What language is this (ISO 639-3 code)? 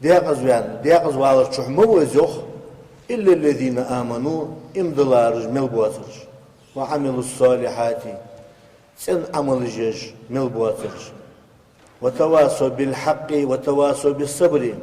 inh